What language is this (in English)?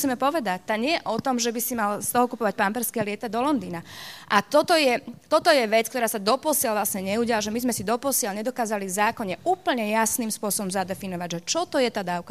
Slovak